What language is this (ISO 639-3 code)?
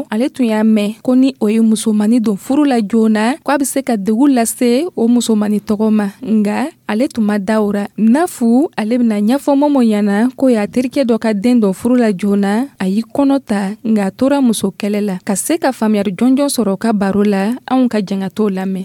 dyu